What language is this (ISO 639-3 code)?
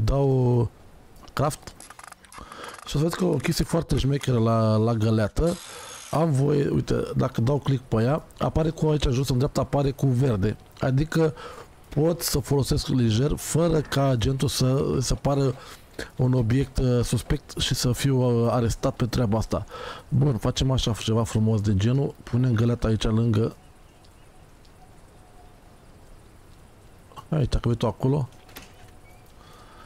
ron